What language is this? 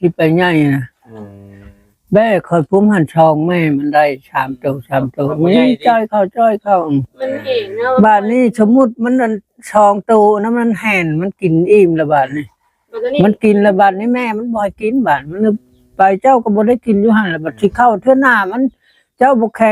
Northeastern Thai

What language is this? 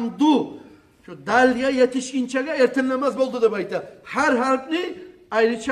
Kumyk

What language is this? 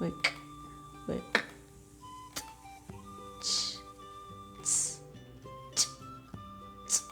Kʼicheʼ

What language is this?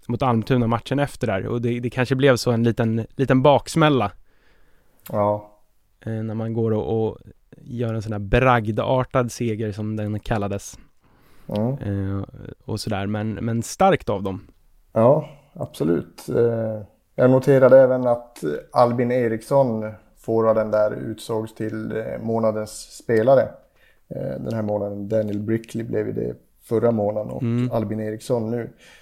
Swedish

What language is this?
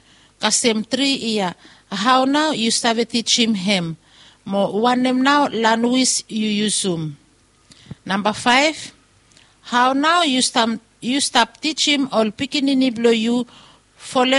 Bislama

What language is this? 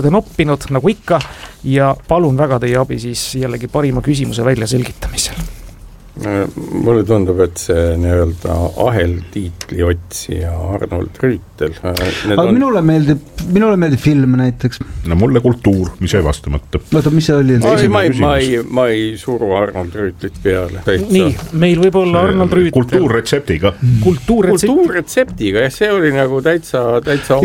Estonian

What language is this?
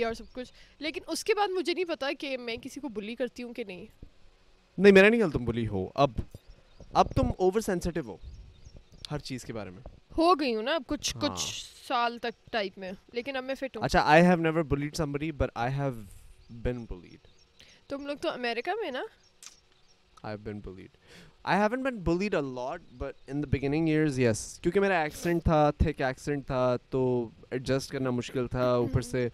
Urdu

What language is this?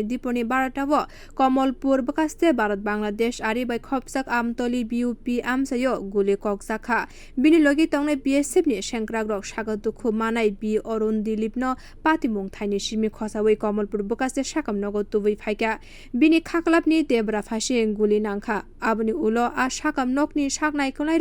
Kok Borok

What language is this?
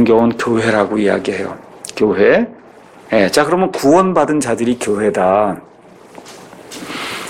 Korean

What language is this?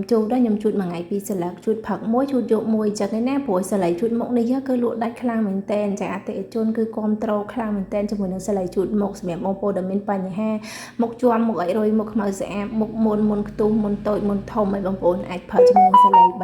Khmer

